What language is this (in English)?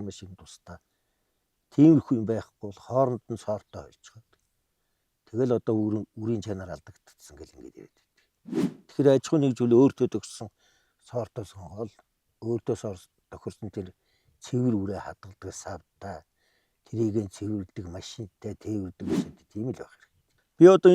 Mongolian